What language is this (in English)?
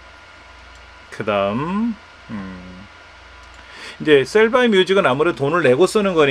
Korean